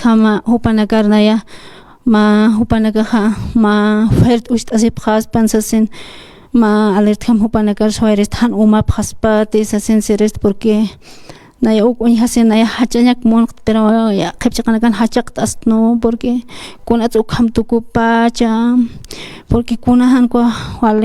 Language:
Aymara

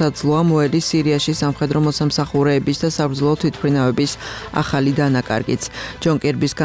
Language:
Georgian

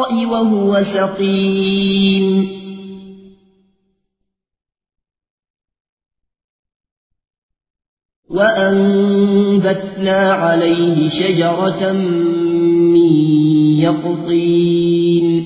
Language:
Arabic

